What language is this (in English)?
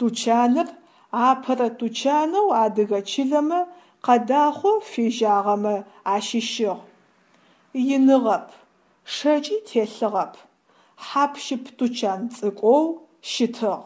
Adyghe